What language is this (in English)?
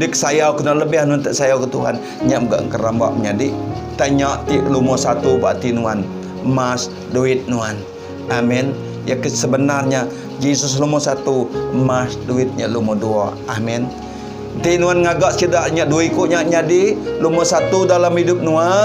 Iban